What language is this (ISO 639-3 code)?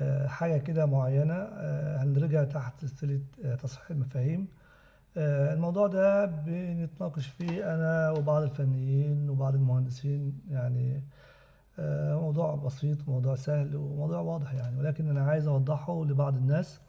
arz